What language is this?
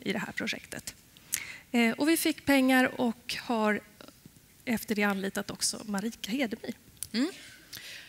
Swedish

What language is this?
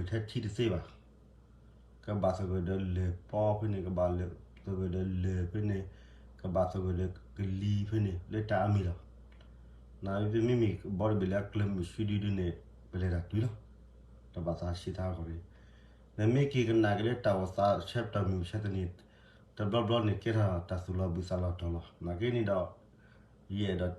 S'gaw Karen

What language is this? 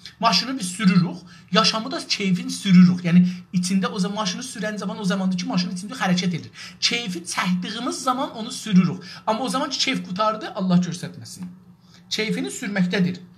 South Azerbaijani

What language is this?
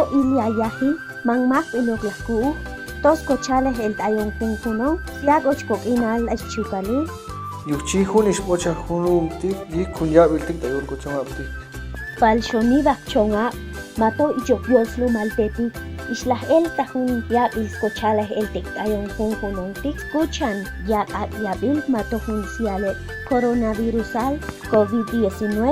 Chuj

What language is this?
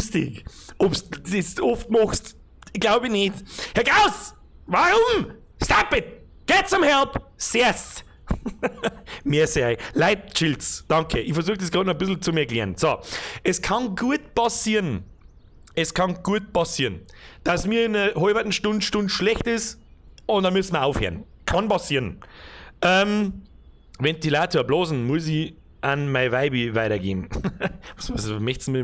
Bavarian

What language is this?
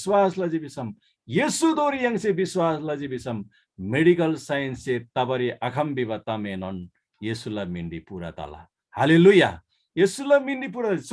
Eastern Tamang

